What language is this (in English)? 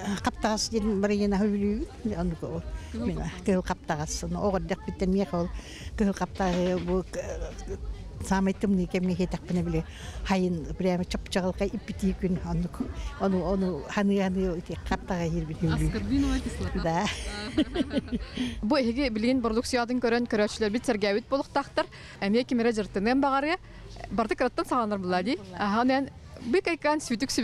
Yakut